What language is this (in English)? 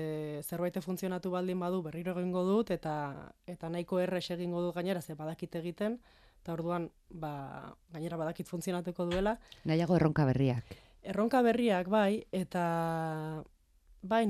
Basque